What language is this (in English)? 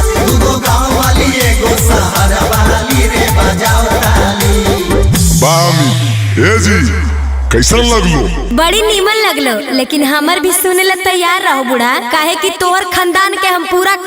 Magahi